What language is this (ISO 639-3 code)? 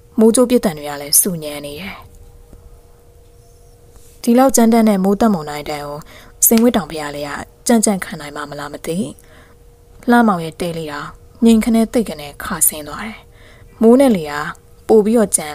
mya